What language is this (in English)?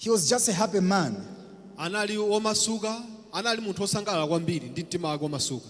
Nyanja